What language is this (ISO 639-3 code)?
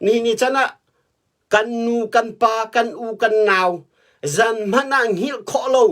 cnh